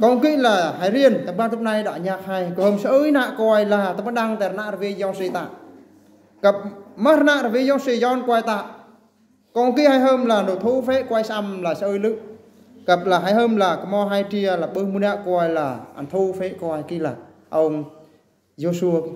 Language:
Eastern Bru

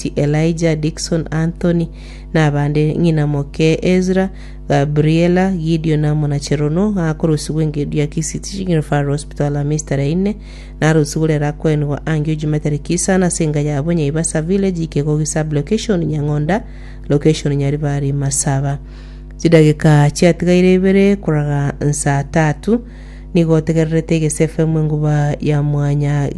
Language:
Gusii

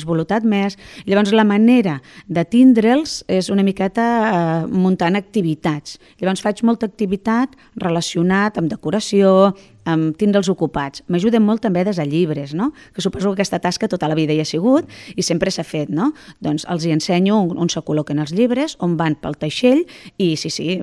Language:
Catalan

